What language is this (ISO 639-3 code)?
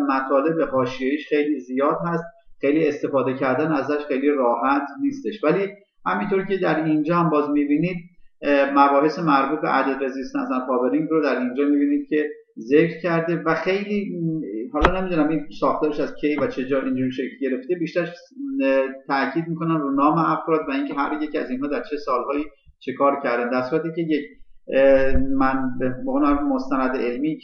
fas